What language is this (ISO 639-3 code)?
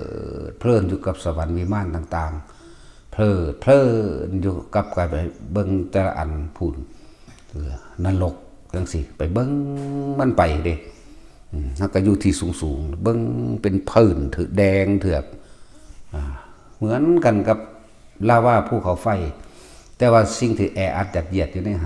tts